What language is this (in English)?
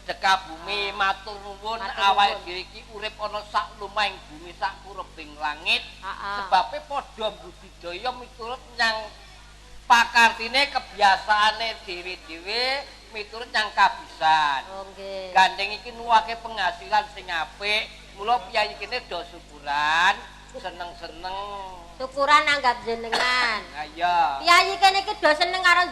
Javanese